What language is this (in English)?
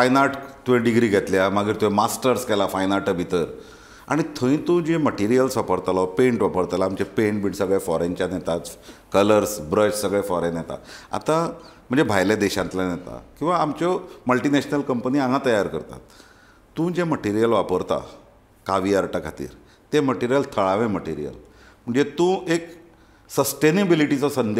Konkani